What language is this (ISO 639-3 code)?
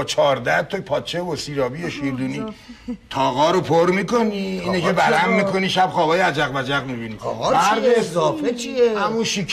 fas